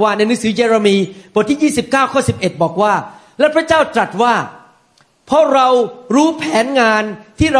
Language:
Thai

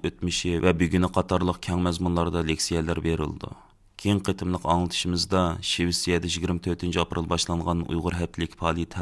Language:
Uyghur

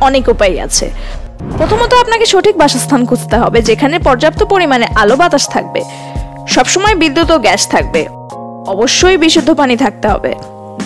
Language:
Bangla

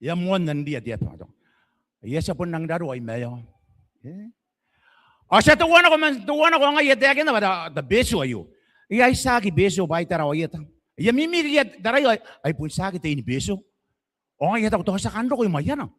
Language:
Gilbertese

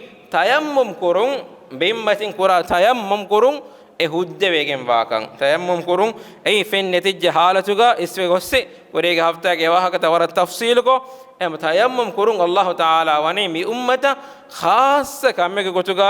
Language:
Divehi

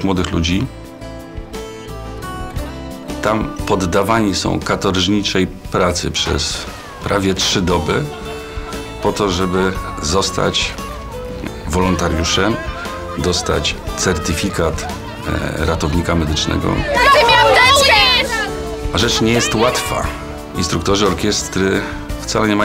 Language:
Polish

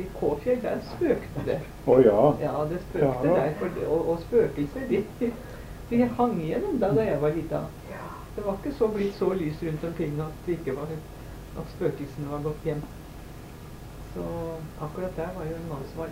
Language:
Norwegian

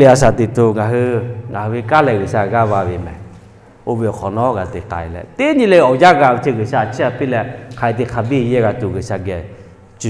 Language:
Lahu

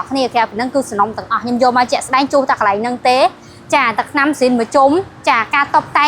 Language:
Khmer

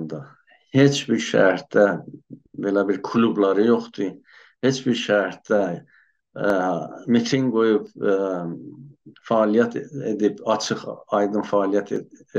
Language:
South Azerbaijani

